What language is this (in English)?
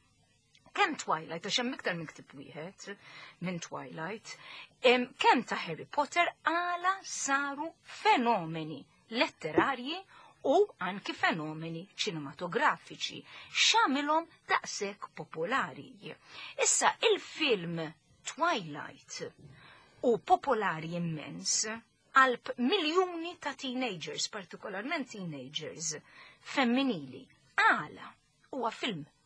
Maltese